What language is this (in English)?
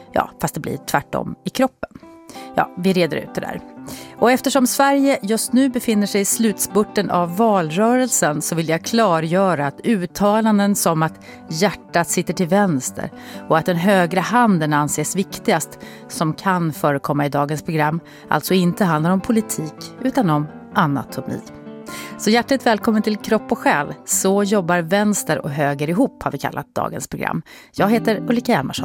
Swedish